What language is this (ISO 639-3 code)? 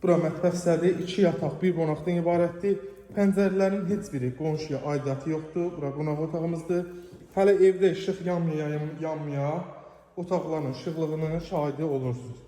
aze